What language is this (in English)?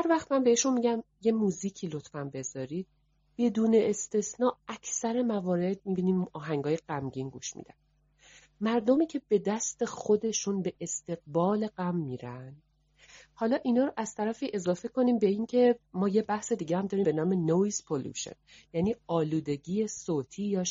Persian